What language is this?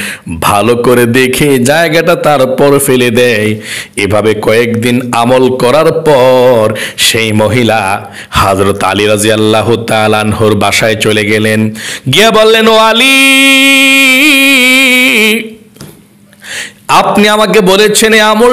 Bangla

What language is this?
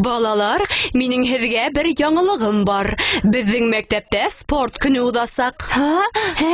Bashkir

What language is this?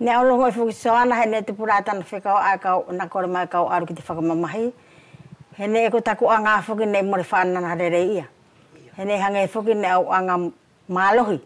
Wallisian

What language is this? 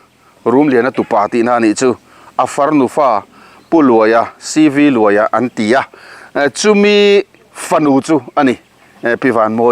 Mizo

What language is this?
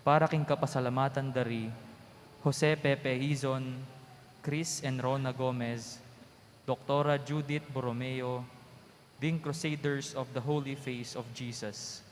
Pampanga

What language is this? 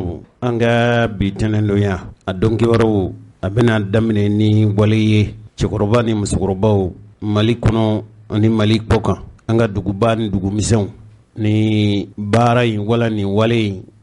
Bambara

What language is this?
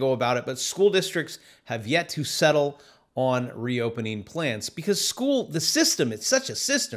English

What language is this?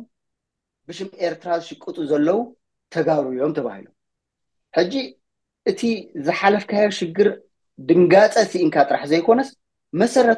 Tigrinya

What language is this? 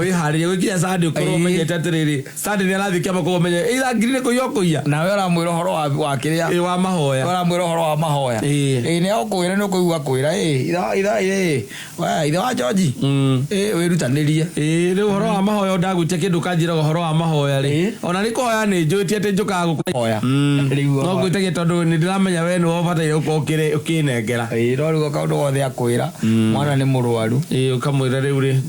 Kikuyu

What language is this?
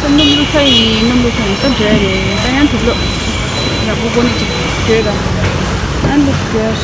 Tibetan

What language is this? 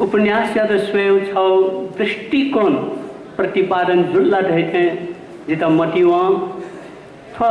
Newari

